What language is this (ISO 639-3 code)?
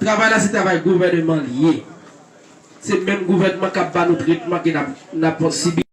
hat